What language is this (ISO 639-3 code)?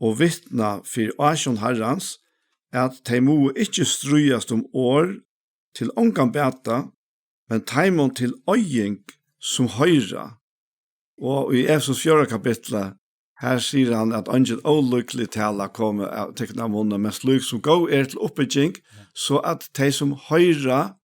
fao